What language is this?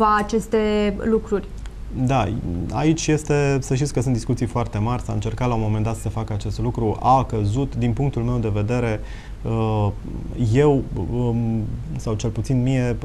Romanian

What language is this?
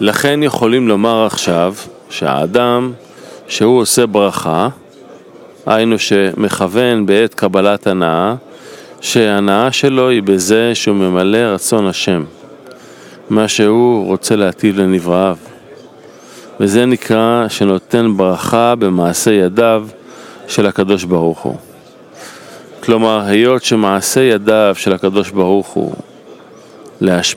Hebrew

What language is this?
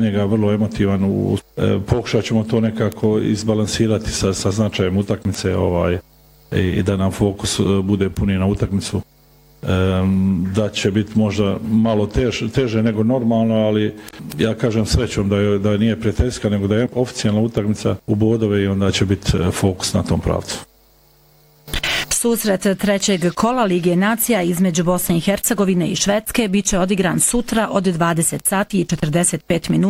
Bosnian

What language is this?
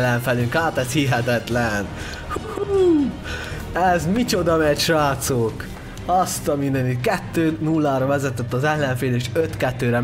Hungarian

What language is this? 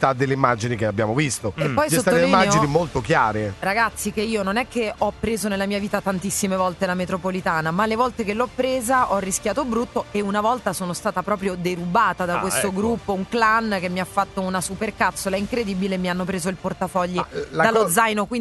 Italian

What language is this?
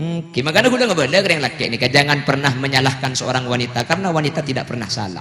Madurese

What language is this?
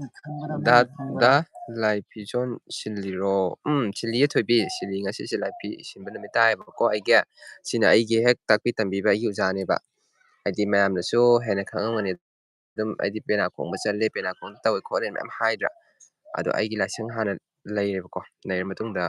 Manipuri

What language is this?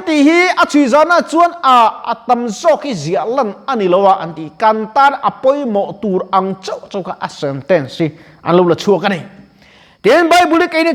Mizo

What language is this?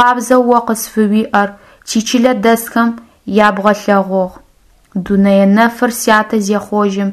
Adyghe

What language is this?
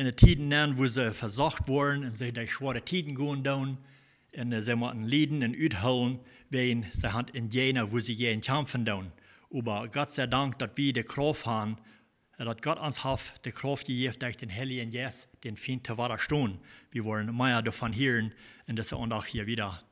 Plautdietsch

